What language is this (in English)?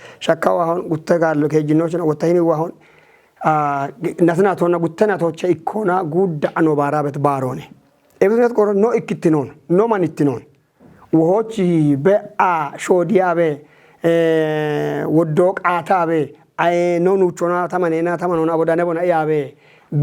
Kafa